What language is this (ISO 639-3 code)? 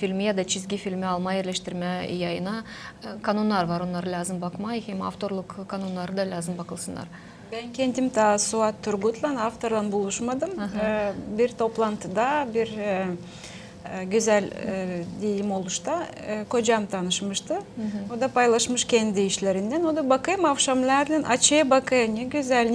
gag